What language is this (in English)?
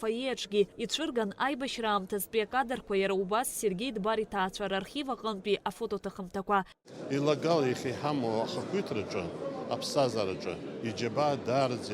Abkhazian